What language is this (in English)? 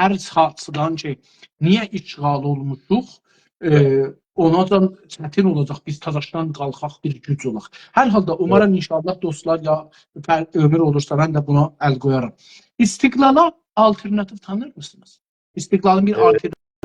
South Azerbaijani